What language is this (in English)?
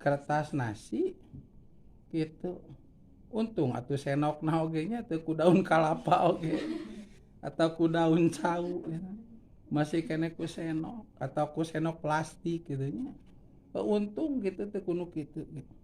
Sundanese